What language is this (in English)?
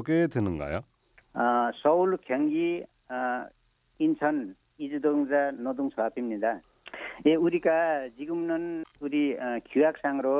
Korean